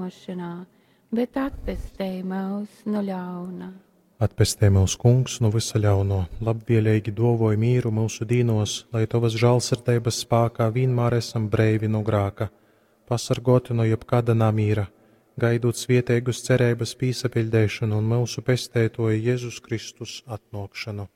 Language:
Latgalian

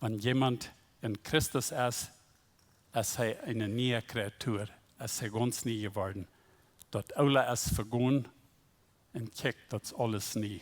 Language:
Plautdietsch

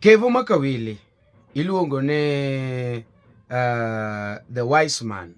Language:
Luo (Kenya and Tanzania)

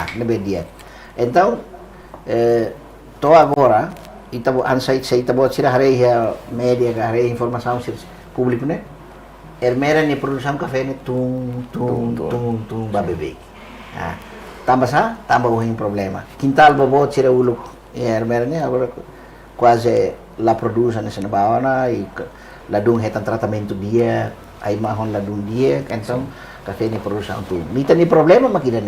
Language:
Tetum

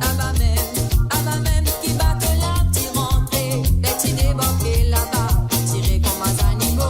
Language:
Morisyen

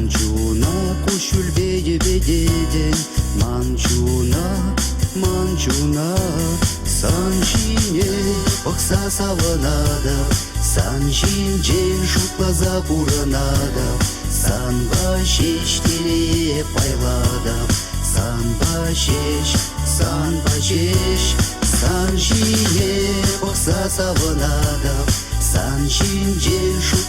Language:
Chuvash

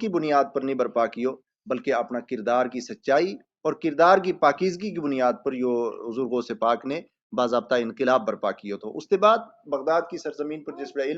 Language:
Gujari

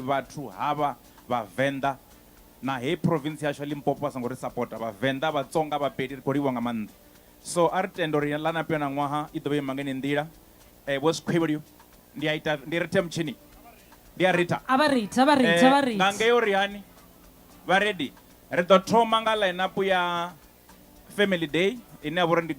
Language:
Venda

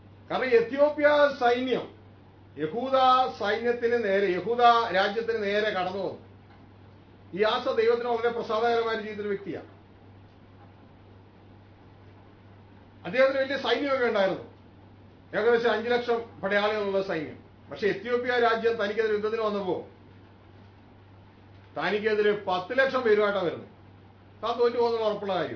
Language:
Malayalam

